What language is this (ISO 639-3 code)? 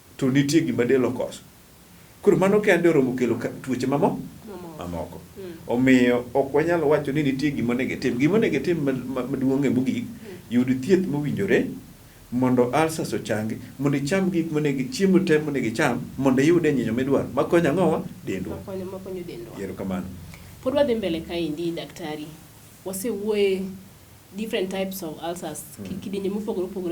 luo